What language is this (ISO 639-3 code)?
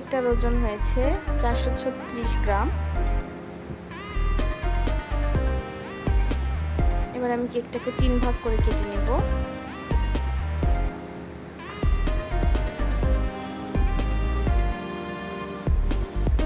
ben